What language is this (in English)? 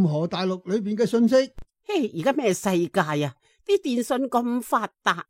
Cantonese